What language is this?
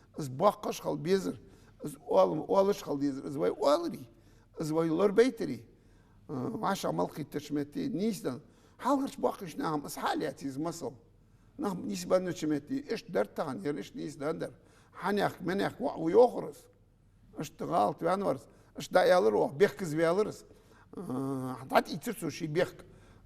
Ingush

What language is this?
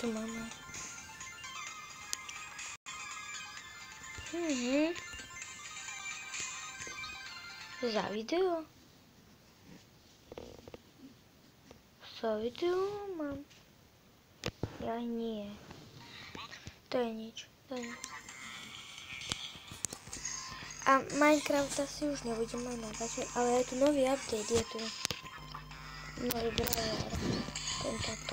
Slovak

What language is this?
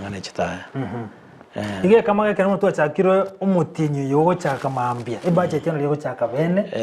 Gusii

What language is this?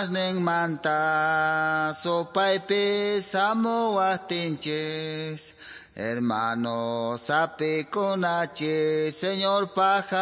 Quechua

